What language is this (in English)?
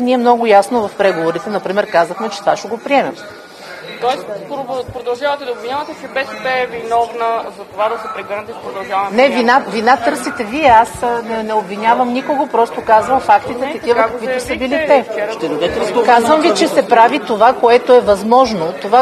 Bulgarian